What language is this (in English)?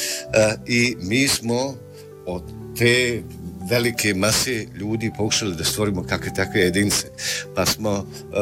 Bosnian